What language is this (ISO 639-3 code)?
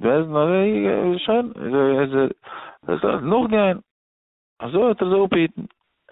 yid